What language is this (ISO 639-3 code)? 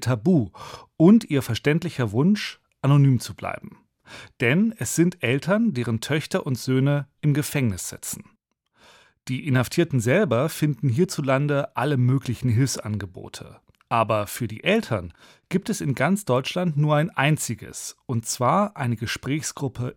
deu